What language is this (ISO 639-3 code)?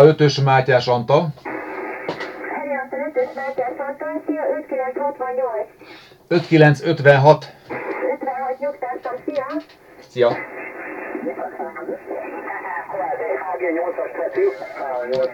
hun